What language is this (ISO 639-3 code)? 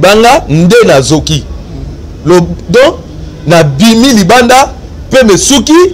lin